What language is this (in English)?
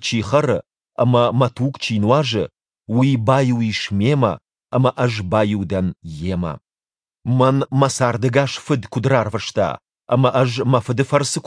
Ossetic